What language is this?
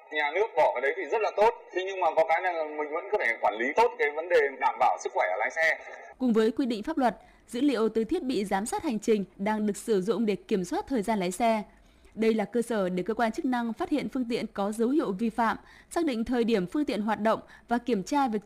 Vietnamese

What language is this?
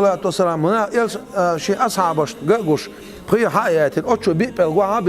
Chechen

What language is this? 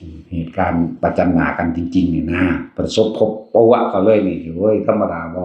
Northeastern Thai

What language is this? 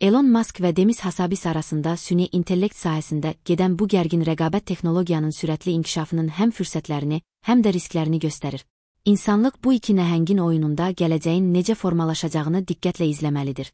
Azerbaijani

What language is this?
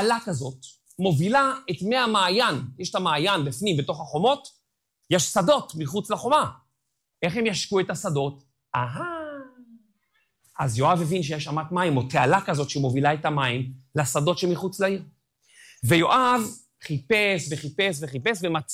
Hebrew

